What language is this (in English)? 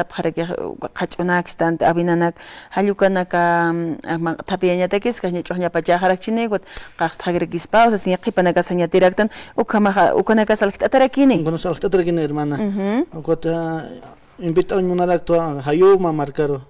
Aymara